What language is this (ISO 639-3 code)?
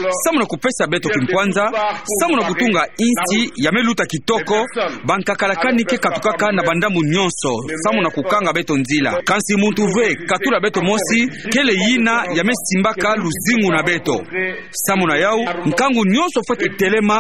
ktu